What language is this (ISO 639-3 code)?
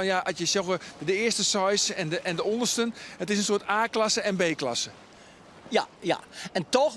fry